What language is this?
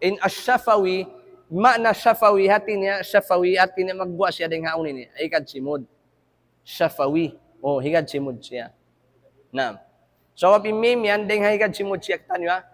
Tausug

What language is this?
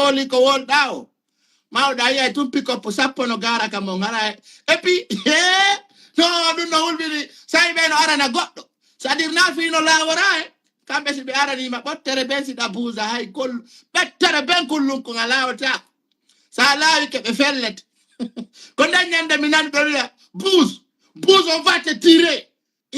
Fula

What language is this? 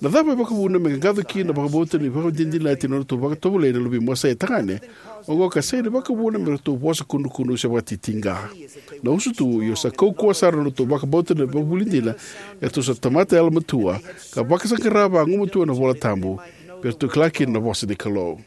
Fijian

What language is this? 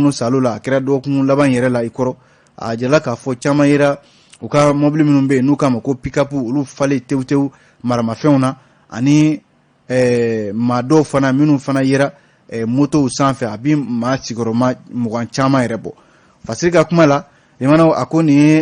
Bambara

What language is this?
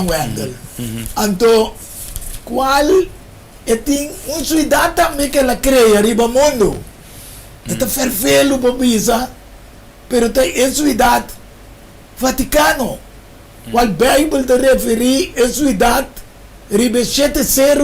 Papiamento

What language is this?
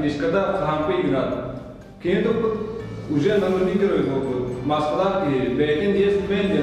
Yakut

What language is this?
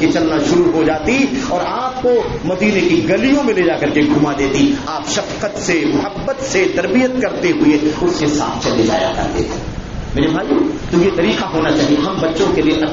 Urdu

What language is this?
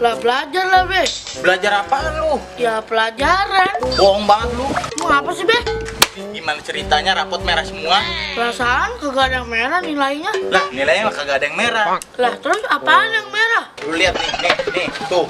Betawi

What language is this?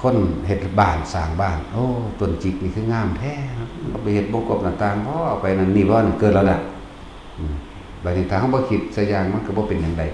Lao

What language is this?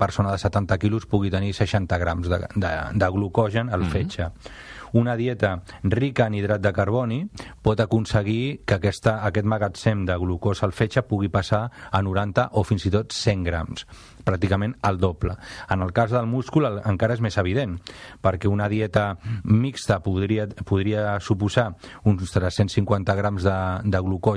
Catalan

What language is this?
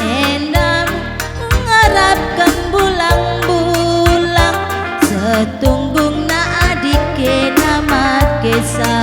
Batak Karo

